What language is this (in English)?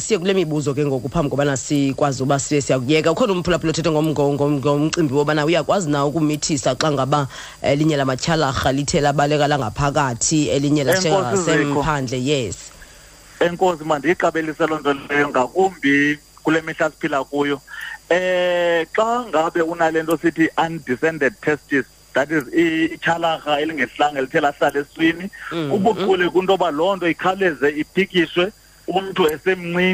Xhosa